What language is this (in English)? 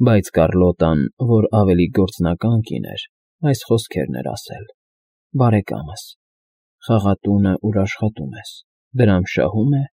Armenian